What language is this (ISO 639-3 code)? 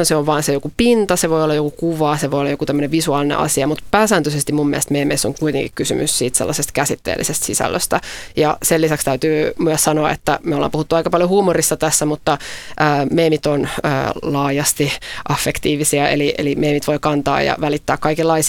fin